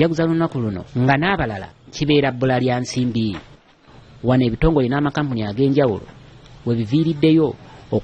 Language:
Ganda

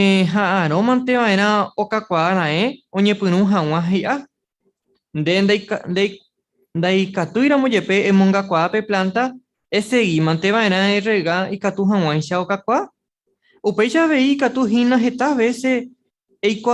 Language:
Guarani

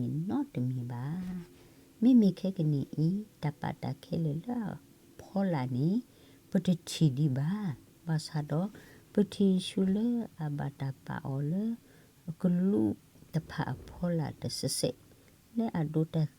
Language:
S'gaw Karen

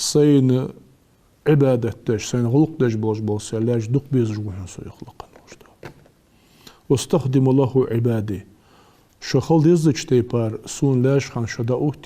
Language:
Ingush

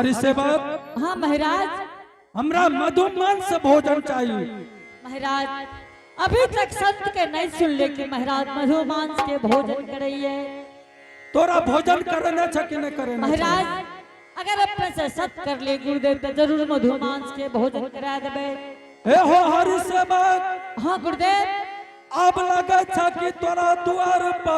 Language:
Angika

